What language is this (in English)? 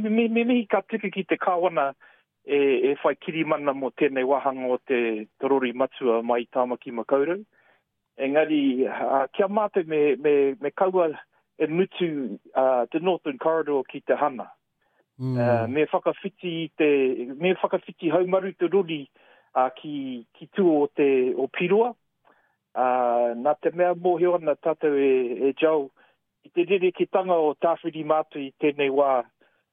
Māori